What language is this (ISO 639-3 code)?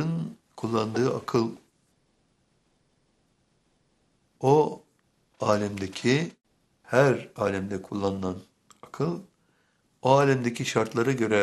tur